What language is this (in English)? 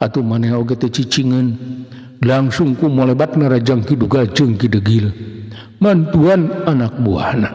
Sundanese